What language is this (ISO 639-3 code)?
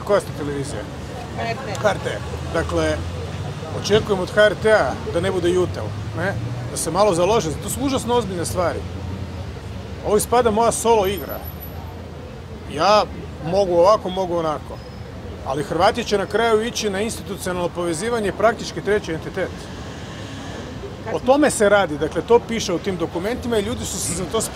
hrv